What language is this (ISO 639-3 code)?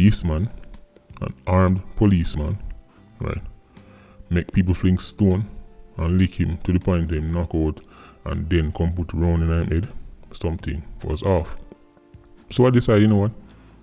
jam